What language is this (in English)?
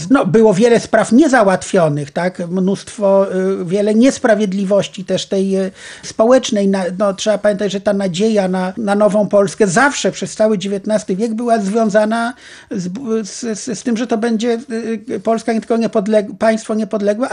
Polish